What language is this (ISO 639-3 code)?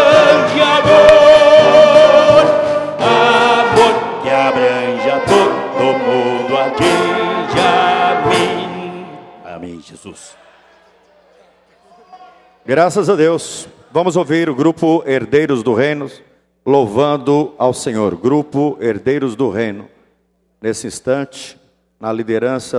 por